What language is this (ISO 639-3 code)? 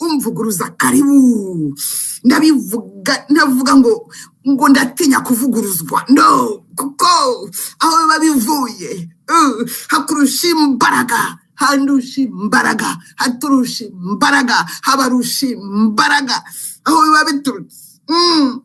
kin